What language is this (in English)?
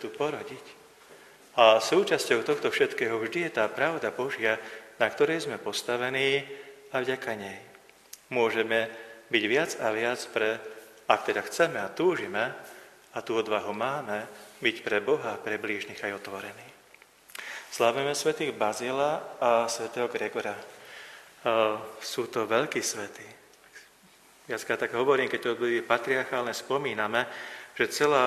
Slovak